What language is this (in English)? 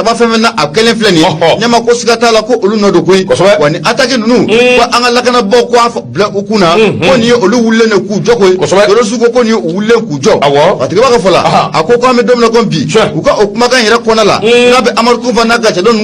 Bambara